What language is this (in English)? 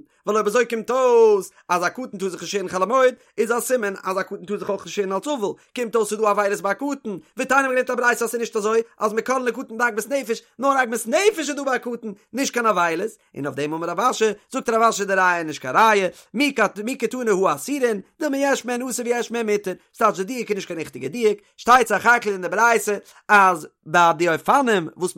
Yiddish